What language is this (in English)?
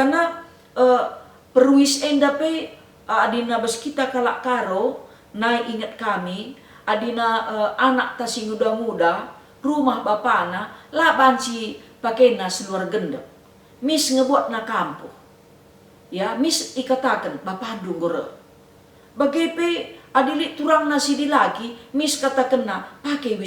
Batak Karo